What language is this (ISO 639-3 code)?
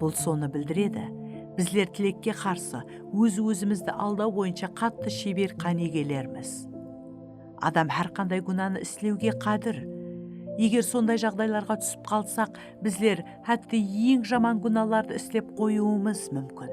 kaa